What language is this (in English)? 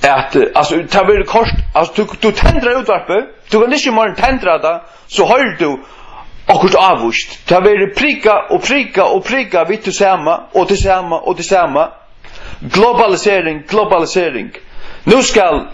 Faroese